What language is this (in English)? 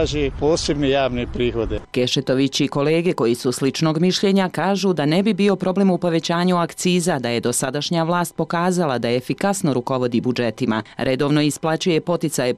Bosnian